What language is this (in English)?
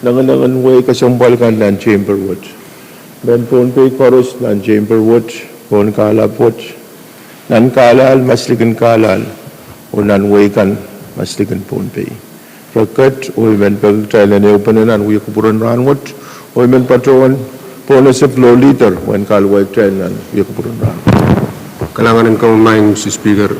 Pohnpeian